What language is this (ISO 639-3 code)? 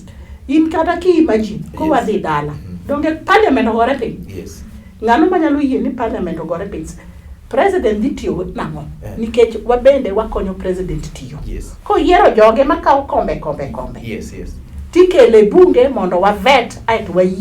luo